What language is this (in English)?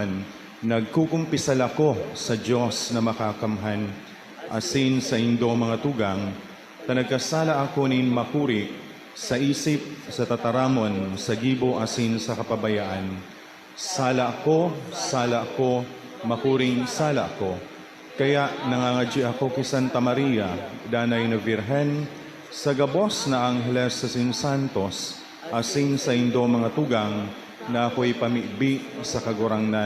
Bikol